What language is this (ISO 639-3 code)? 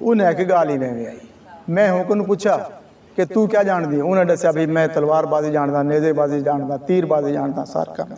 skr